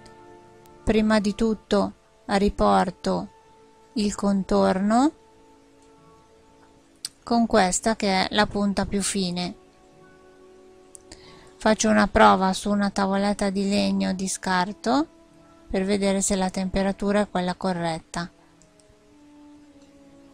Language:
Italian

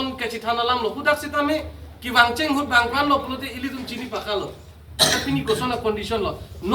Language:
Karbi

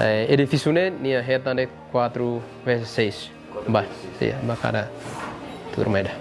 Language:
Tetum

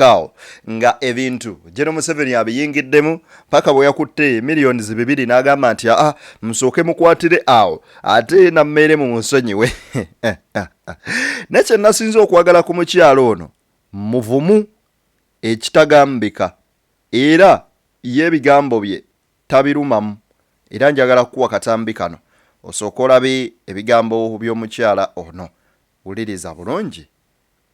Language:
Ganda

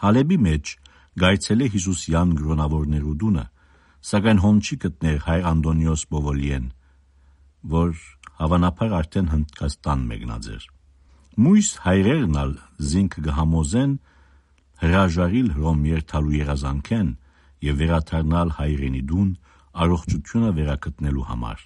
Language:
Armenian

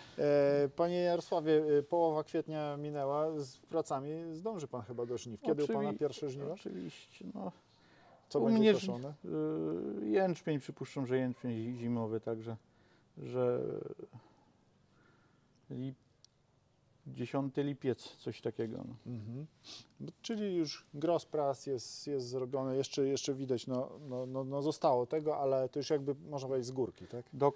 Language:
Polish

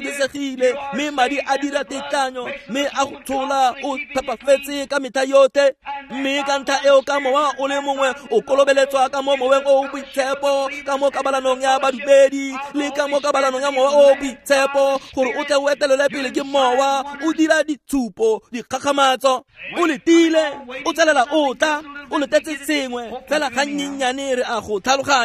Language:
Tswana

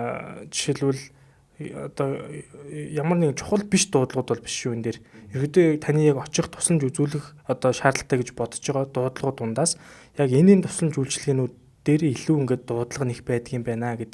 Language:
Mongolian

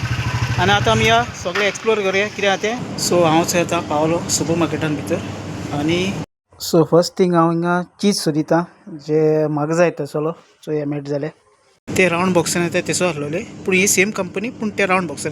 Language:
Konkani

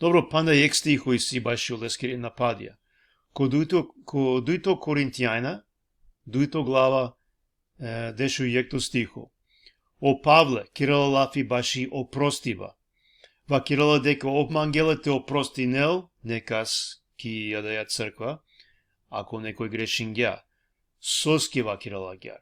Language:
Balkan Romani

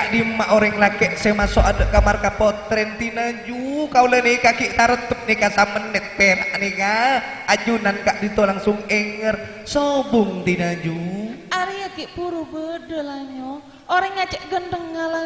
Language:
Madurese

